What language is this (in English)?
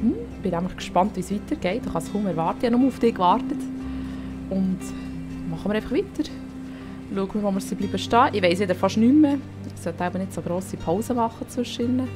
Swiss German